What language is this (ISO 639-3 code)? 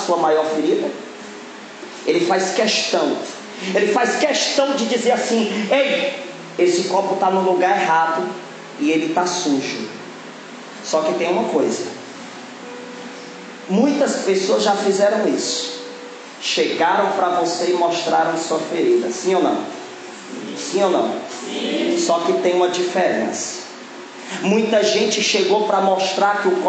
por